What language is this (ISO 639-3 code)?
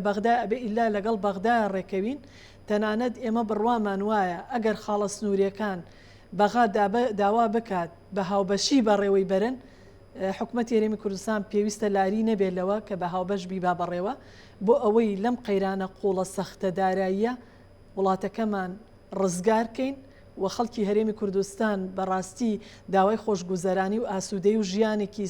ckb